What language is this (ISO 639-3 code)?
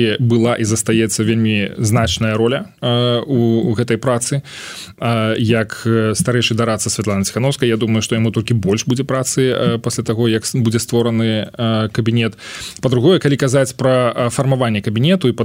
bel